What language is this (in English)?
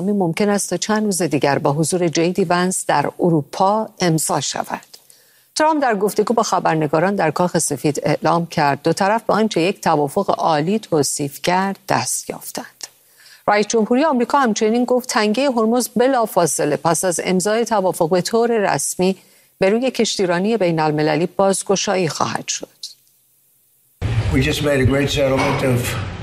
Persian